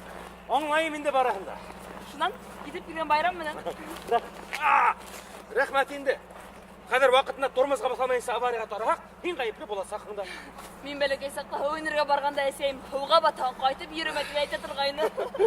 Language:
Bashkir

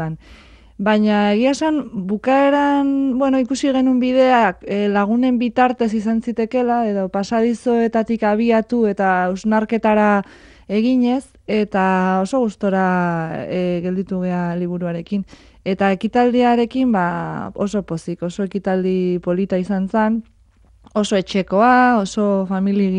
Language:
Basque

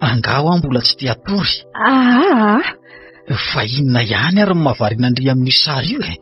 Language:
Malagasy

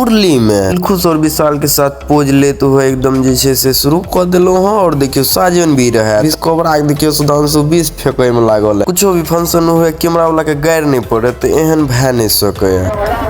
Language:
Maithili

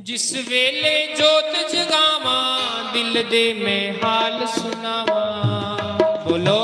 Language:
Dogri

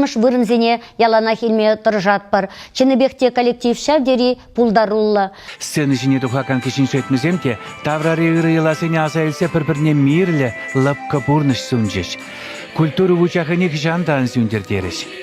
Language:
Chuvash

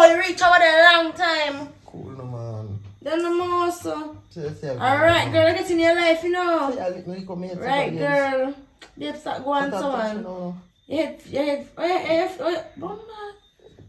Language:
Jamaican Creole English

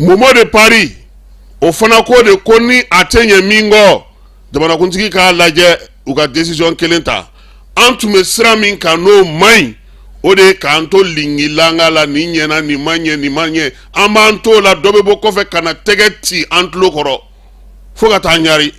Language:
Bambara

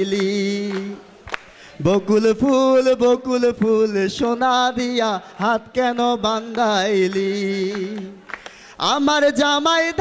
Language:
Bangla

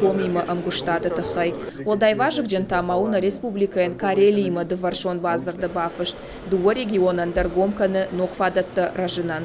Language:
Ossetic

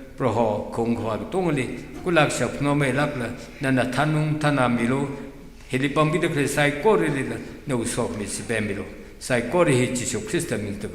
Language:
Tangkhul Naga (India)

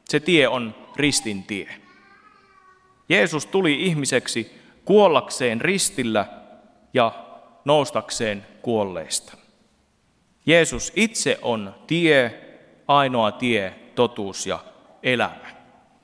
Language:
Finnish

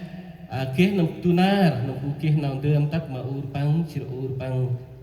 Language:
Central Mnong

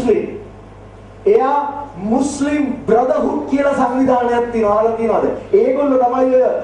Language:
Sinhala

